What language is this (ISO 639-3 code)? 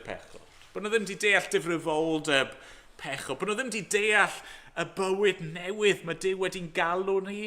cym